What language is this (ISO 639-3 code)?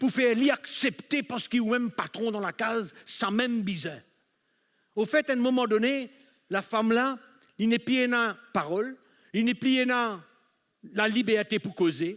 mfe